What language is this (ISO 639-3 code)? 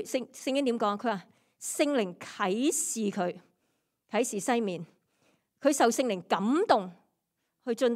yue